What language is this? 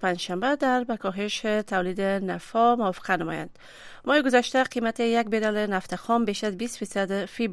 Persian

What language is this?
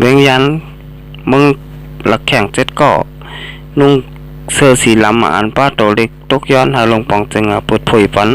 Shan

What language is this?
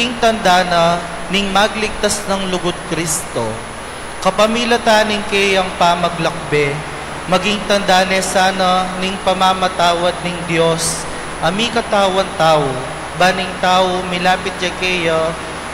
Pampanga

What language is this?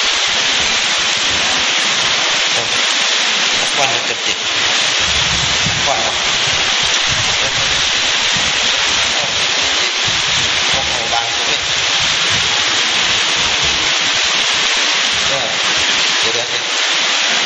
Thai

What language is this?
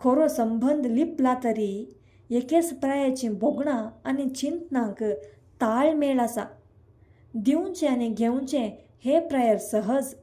Konkani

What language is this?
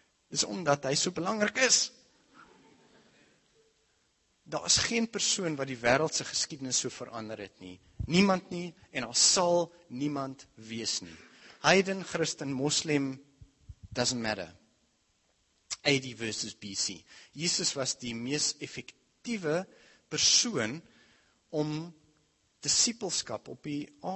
Afrikaans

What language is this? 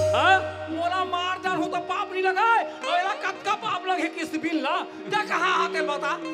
Chhattisgarhi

